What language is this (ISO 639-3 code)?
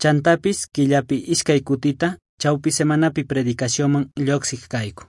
quh